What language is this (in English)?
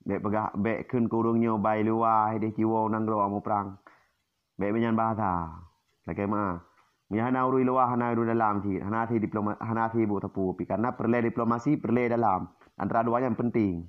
Achinese